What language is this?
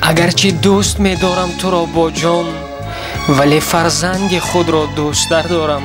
Tajik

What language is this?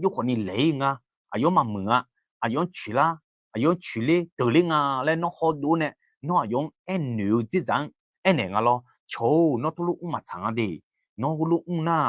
Akha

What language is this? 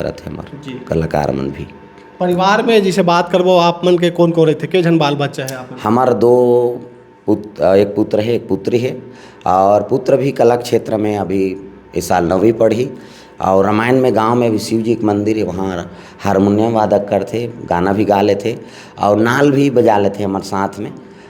Chhattisgarhi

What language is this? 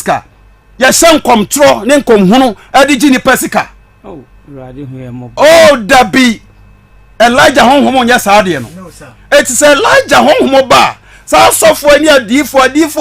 Akan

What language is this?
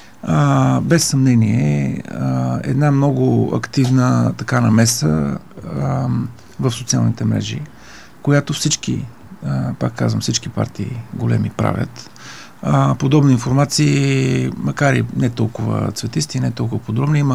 Bulgarian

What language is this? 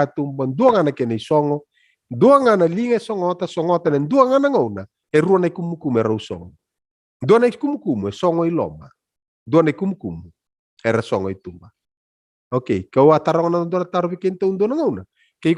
Fijian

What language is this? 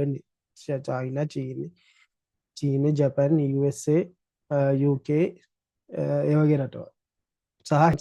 Sinhala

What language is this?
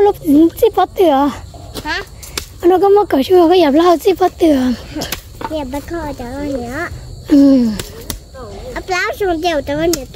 Vietnamese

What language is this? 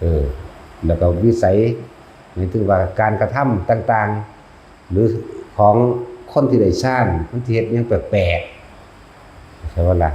Lao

